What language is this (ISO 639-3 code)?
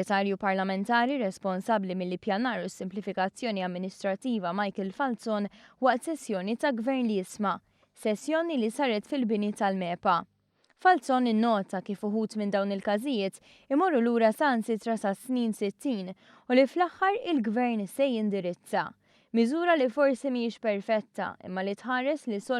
mlt